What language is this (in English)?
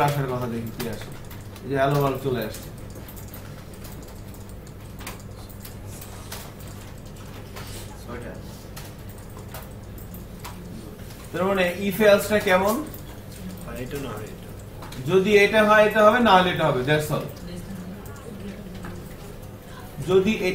Bangla